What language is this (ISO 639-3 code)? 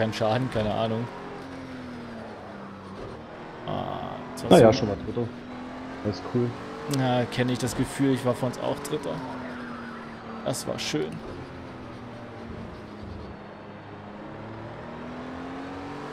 deu